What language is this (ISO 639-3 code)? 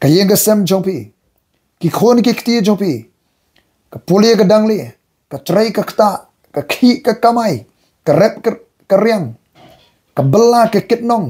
kha